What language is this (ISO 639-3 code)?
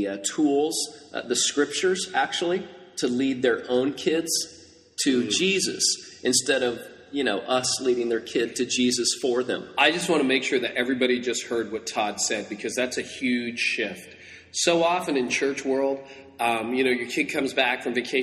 eng